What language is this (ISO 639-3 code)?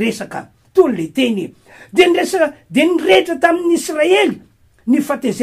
mlg